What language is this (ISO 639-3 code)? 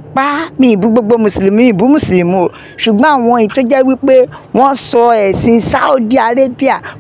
yor